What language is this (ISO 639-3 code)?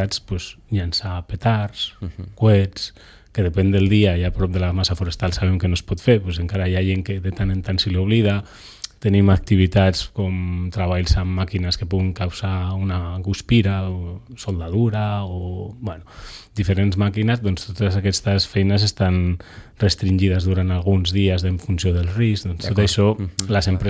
cat